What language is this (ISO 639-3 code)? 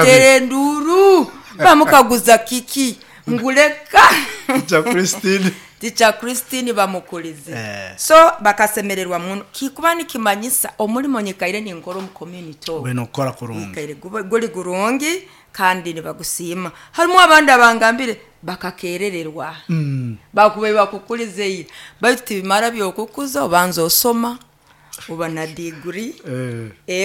nyo